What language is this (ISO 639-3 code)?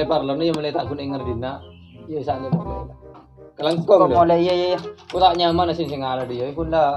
mad